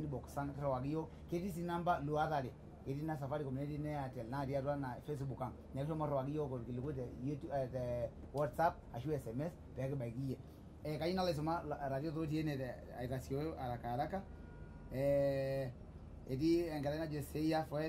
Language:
Masai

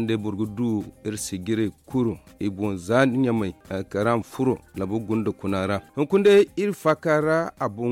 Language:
Zarma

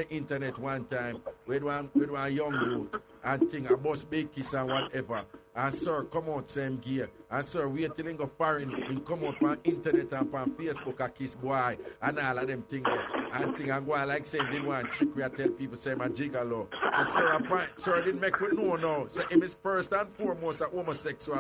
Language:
Jamaican Creole English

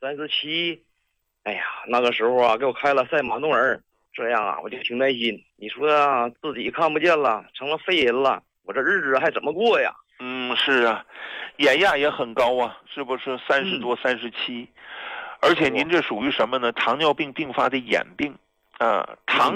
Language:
Chinese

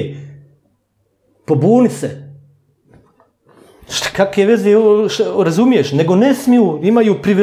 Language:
Bosnian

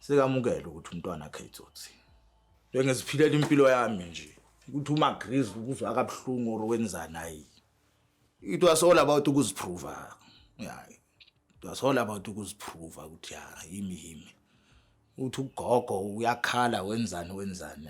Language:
Zulu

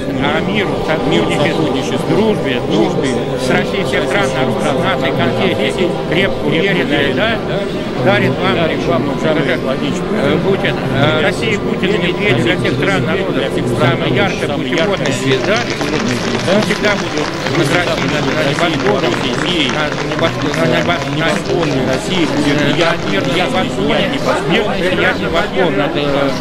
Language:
Russian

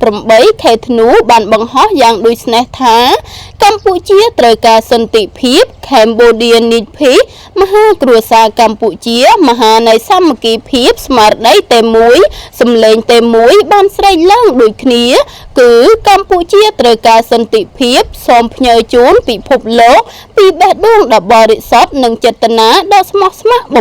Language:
Khmer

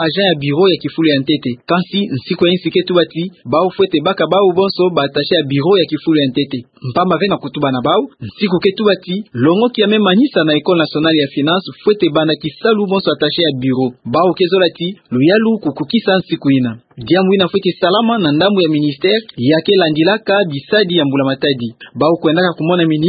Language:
Kituba (Democratic Republic of Congo)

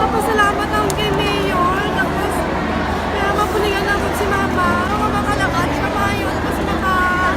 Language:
Hiligaynon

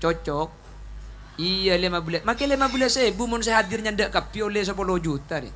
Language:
Madurese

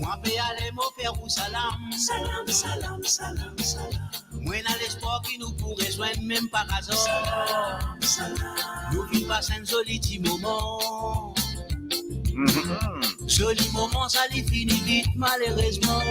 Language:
Morisyen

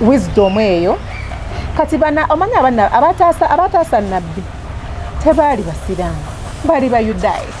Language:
Ganda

